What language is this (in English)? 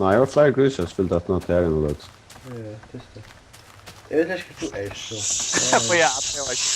Faroese